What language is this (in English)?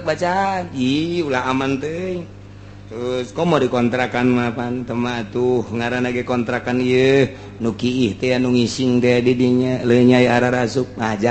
Sundanese